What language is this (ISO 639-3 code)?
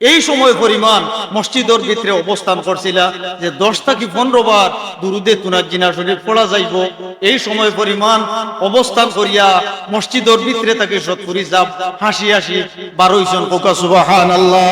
syl